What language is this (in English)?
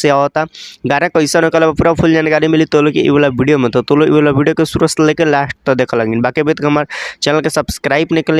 Bhojpuri